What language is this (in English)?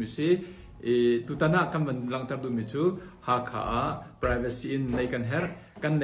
Hakha Chin